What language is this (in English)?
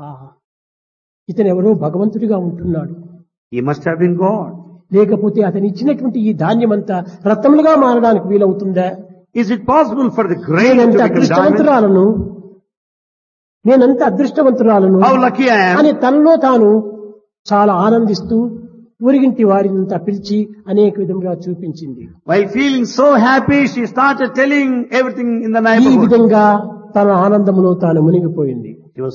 Telugu